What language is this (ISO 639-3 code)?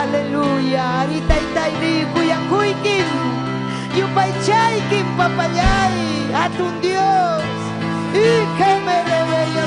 quy